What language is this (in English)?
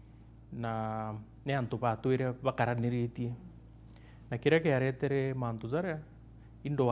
Meru